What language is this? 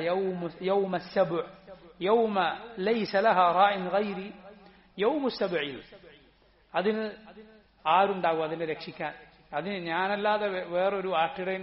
Malayalam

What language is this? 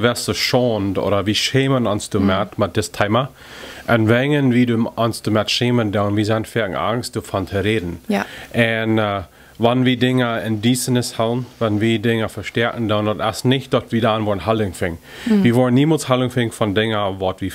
Plautdietsch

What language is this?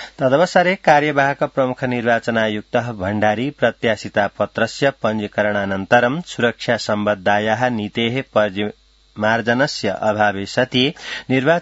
Sanskrit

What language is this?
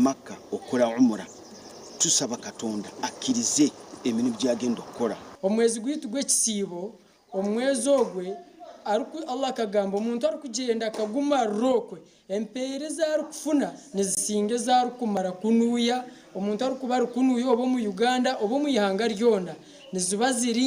Nyankole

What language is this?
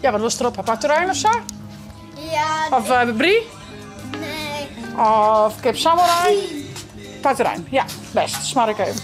Western Frisian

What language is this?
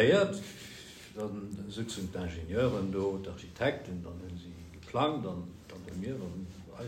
Luxembourgish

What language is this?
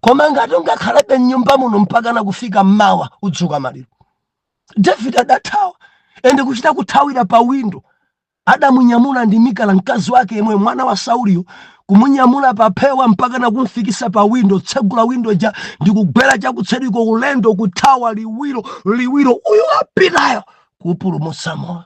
Nyanja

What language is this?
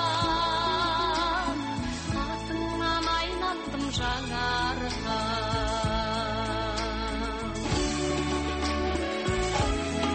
Kazakh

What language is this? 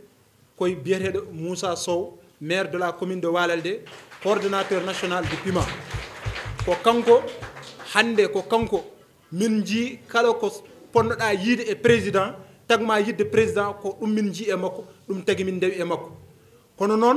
Fula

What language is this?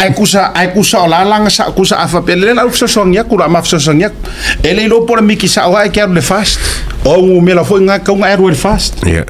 Samoan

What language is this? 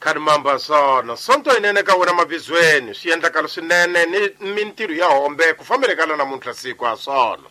Tsonga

